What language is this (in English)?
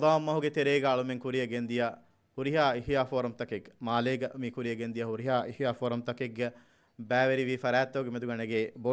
Divehi